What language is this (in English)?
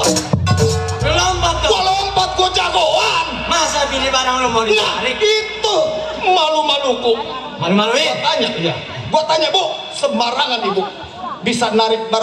Betawi